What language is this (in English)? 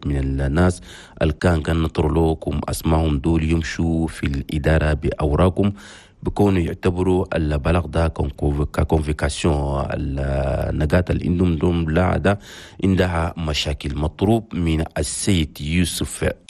Chadian Arabic